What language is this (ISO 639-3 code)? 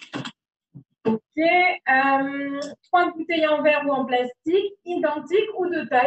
fra